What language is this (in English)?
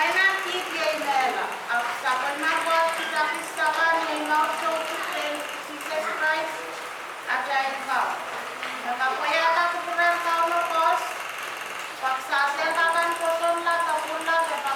Pohnpeian